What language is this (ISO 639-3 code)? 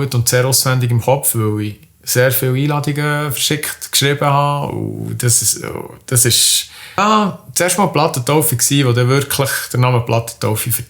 gsw